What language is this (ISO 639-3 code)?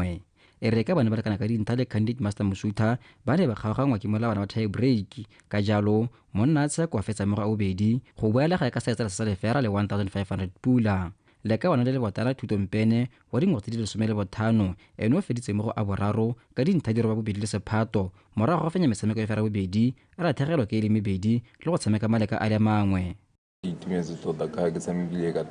tsn